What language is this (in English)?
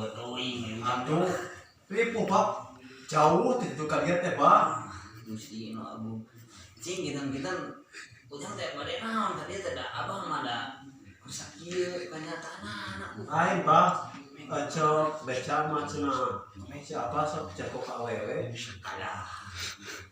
Sundanese